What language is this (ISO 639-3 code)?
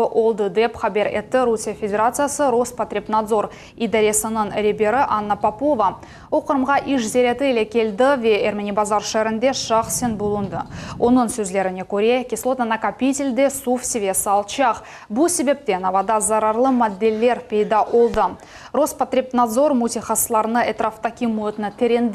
crh